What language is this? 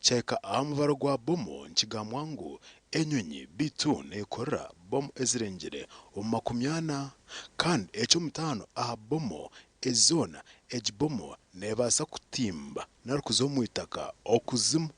Nyankole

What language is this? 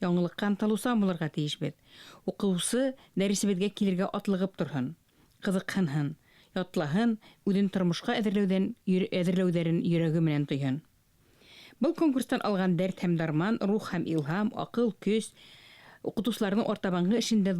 Bashkir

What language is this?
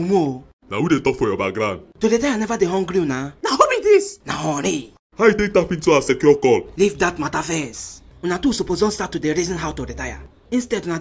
Nigerian Pidgin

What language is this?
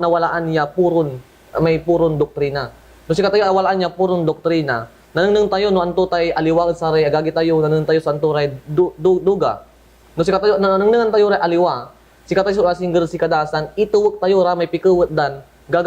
Pangasinan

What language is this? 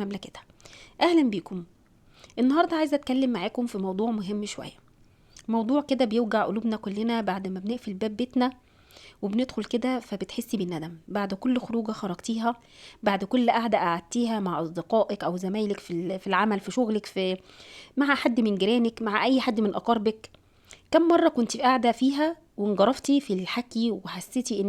Egyptian Arabic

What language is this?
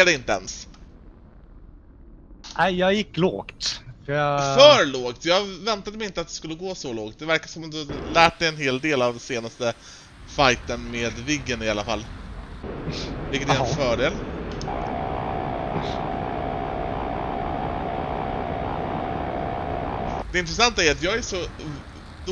Swedish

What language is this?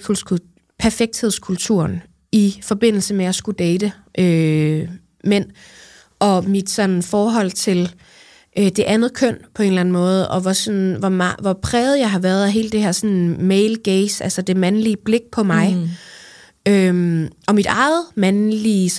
Danish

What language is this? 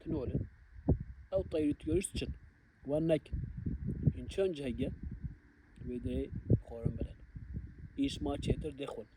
Kurdish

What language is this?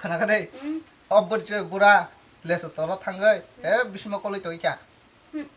Kok Borok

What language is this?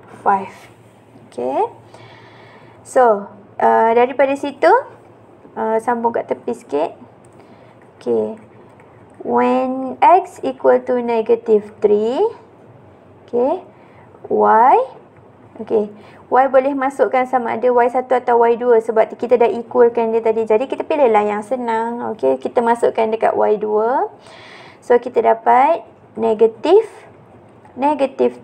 Malay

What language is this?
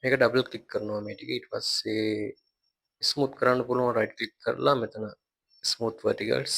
Sinhala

